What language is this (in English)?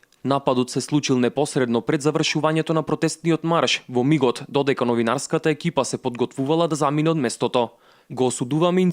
Macedonian